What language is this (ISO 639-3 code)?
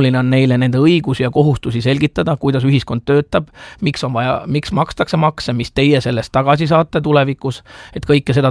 est